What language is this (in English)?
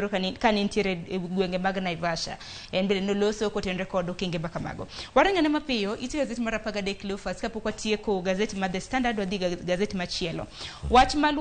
Luo (Kenya and Tanzania)